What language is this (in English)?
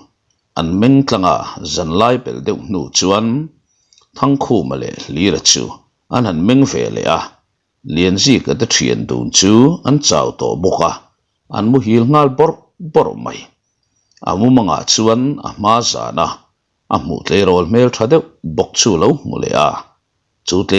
Mizo